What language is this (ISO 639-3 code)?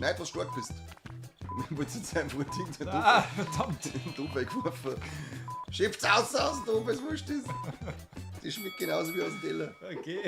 bar